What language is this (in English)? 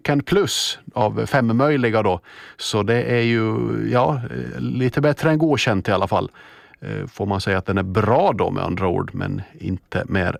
Swedish